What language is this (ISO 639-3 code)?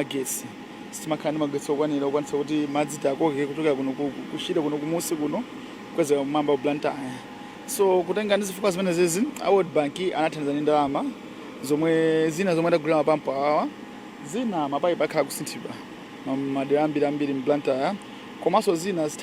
nya